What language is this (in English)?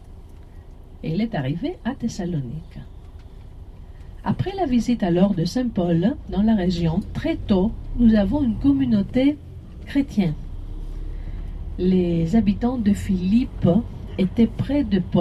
French